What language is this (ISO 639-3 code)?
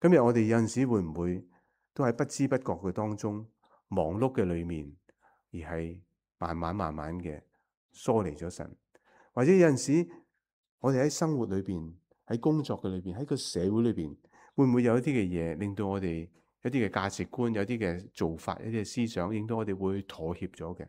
yue